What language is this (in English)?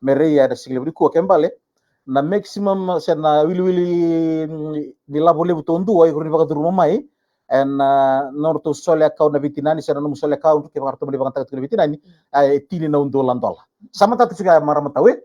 Fijian